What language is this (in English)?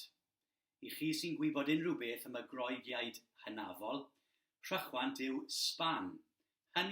Welsh